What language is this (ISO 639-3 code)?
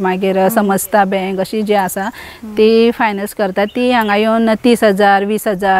kok